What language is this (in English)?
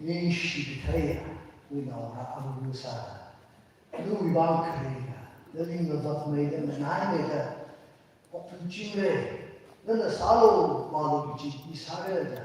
Tangkhul Naga (India)